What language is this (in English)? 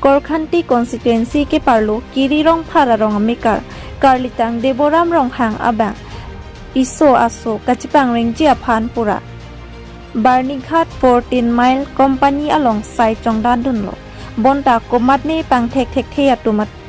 Karbi